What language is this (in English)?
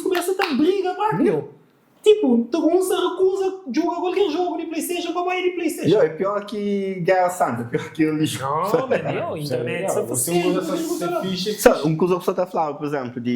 Kabuverdianu